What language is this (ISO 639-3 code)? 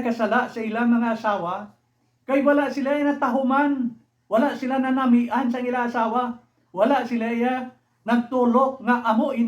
hil